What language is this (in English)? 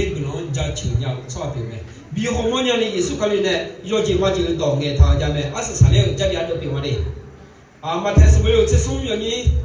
Akha